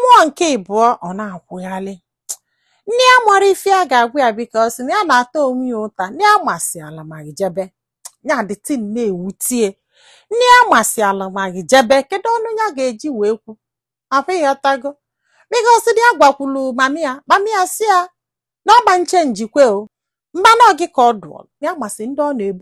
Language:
Igbo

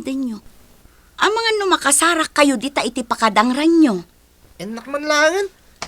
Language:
Iloko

